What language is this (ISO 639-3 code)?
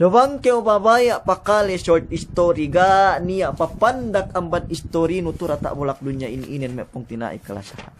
yka